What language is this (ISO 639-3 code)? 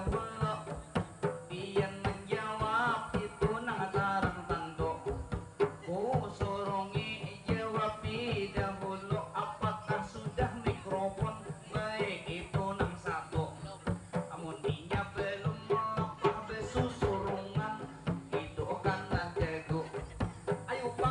bjn